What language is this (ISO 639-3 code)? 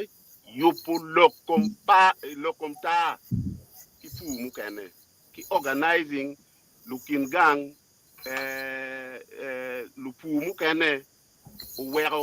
ach